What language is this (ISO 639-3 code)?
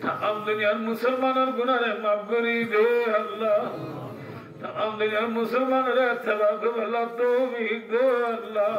rhg